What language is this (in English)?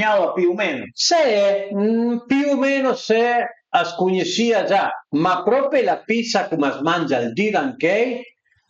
Piedmontese